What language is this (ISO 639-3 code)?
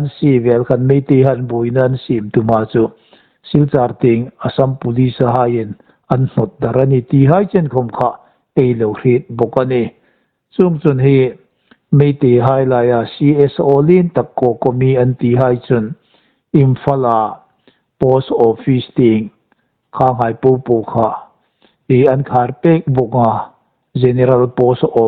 hmr